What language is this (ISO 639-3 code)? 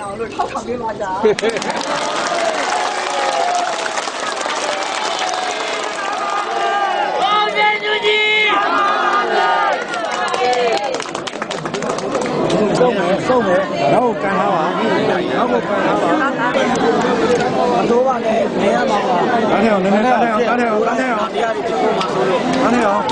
mya